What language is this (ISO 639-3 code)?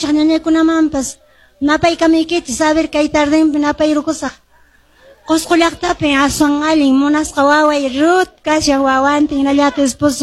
que